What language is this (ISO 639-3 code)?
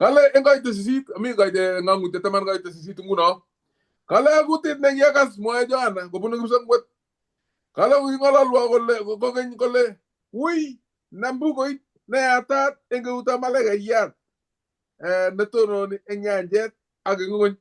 kln